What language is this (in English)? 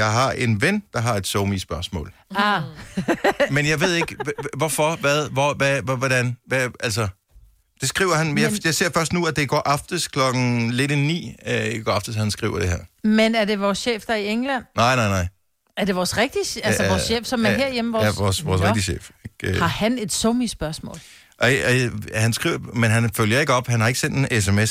Danish